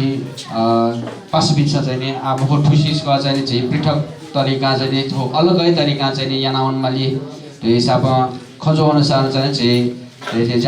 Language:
Newari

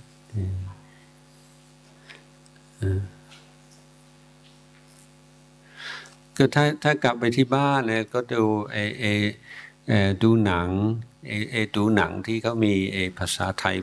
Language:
Thai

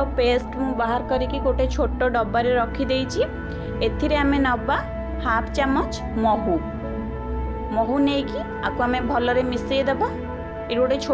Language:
Odia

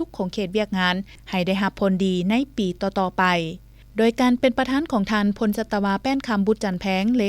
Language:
Lao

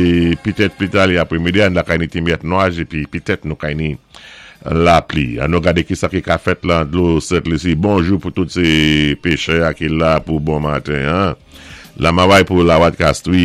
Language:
Saint Lucian Creole French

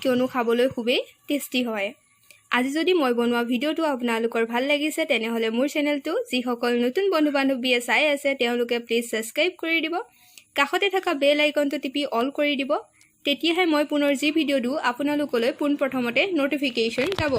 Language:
Assamese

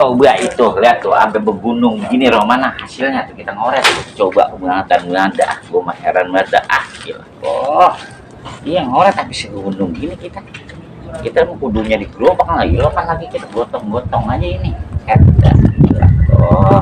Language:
Betawi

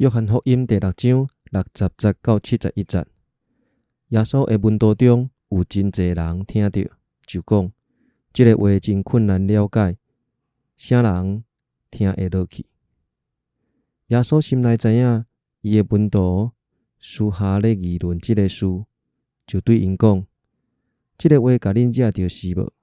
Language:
Min Nan Chinese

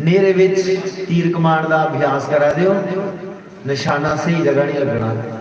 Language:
Dogri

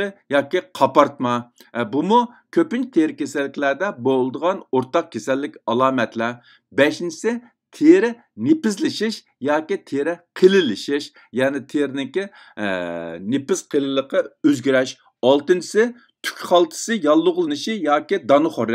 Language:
Uyghur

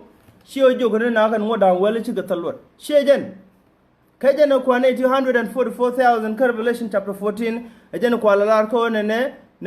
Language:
Nuer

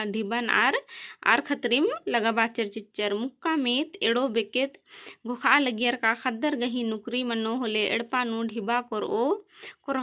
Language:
Kurukh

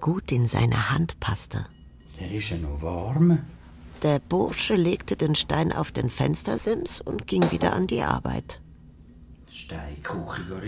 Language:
Swiss German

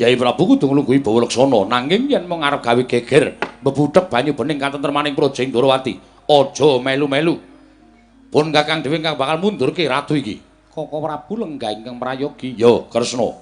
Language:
Javanese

